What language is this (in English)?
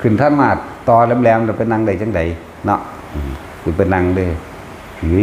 Northeastern Thai